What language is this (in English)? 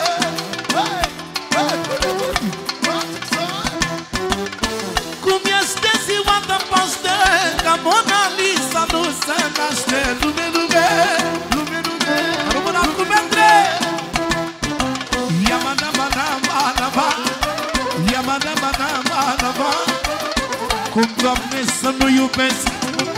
Romanian